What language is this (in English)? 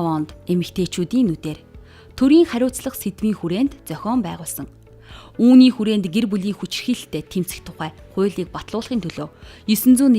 Mongolian